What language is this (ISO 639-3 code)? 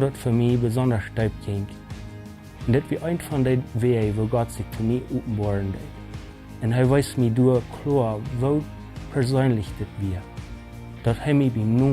pdt